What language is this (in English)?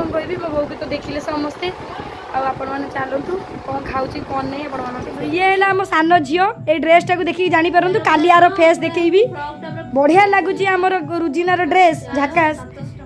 Odia